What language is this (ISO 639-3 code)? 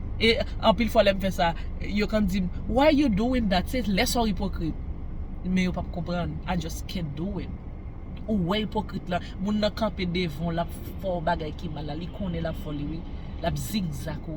hat